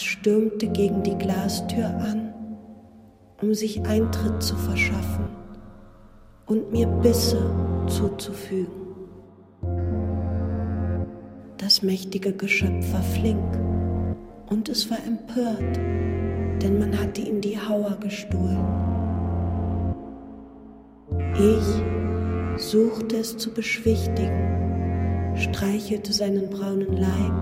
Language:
German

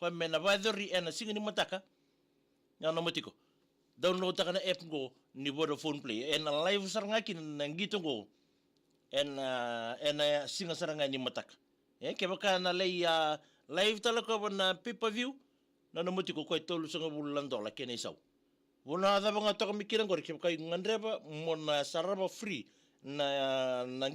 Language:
Fijian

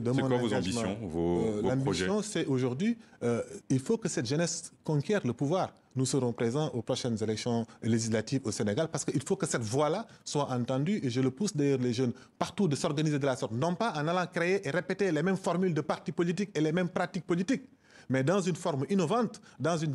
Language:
French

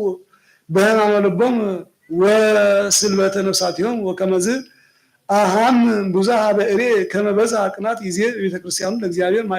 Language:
Geez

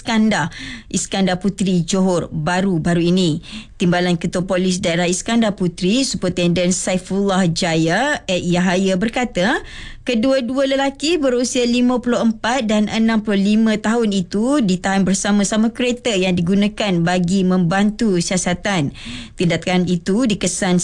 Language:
Malay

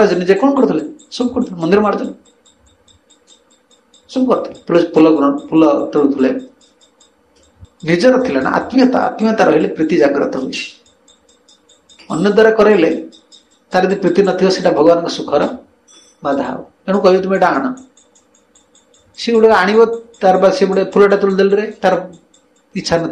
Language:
Odia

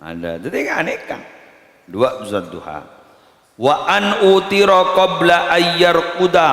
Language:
Madurese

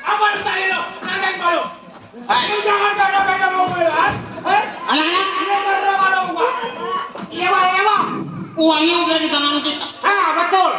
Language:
Betawi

